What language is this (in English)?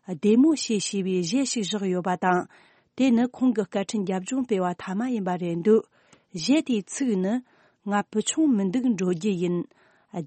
Tibetan